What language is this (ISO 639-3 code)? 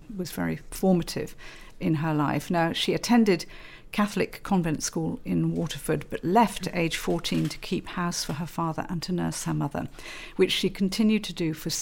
eng